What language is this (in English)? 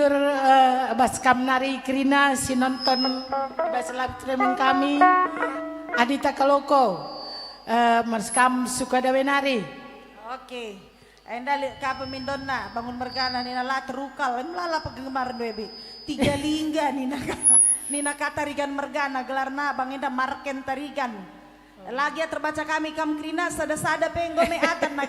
Batak Karo